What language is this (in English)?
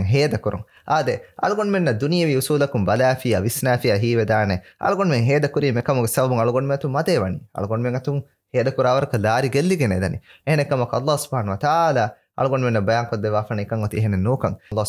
Divehi